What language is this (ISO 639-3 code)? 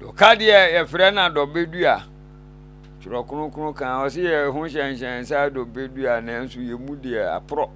aka